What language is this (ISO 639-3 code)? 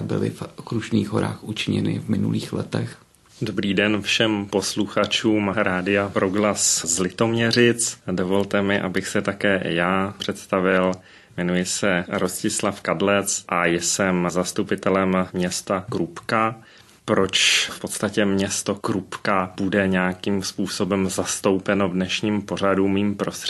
ces